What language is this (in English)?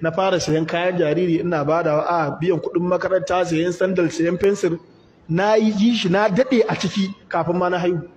Hausa